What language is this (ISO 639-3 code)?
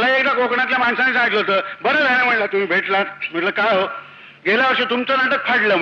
mar